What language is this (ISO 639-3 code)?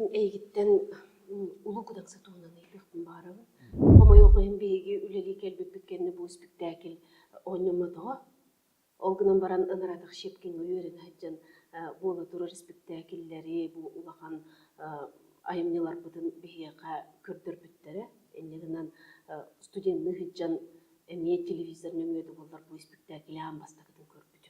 sah